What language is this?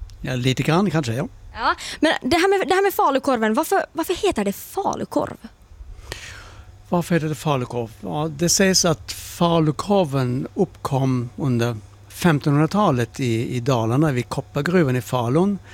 Swedish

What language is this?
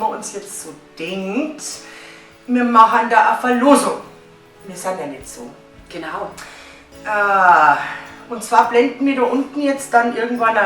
Bavarian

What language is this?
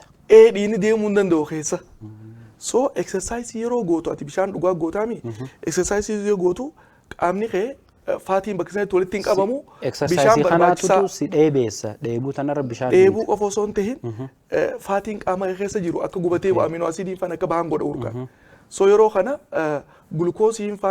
Oromo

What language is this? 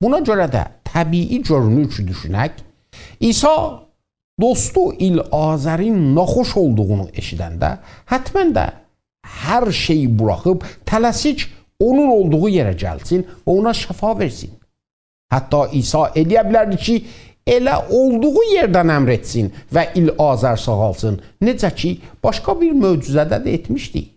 South Azerbaijani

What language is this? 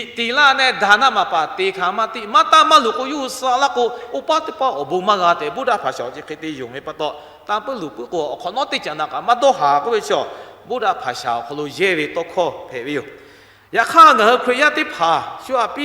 Lahu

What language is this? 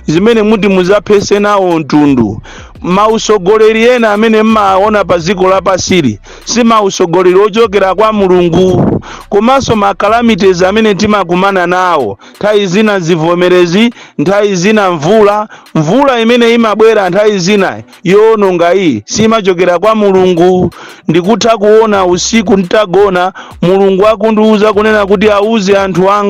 Nyanja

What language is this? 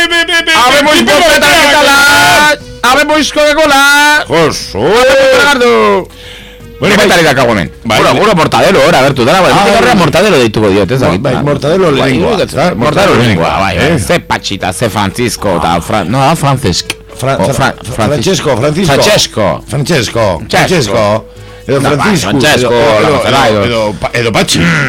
Basque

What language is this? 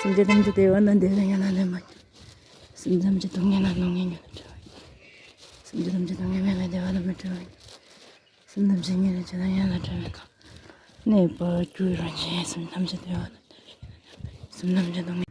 Tibetan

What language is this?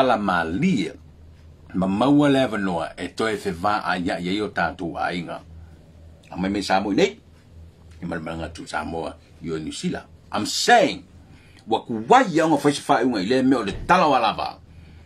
Samoan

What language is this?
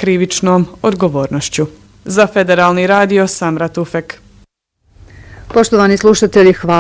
Bosnian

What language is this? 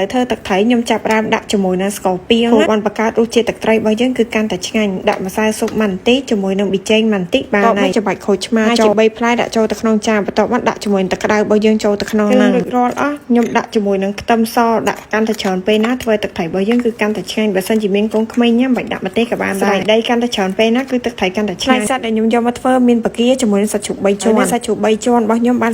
Khmer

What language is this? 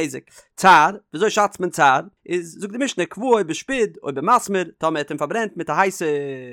Yiddish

